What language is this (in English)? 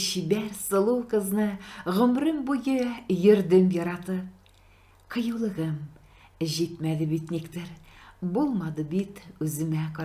Tatar